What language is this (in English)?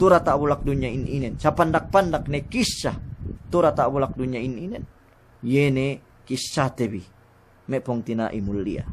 Yakan